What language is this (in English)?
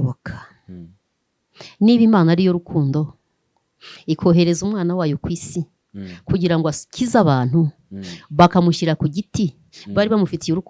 Kinyarwanda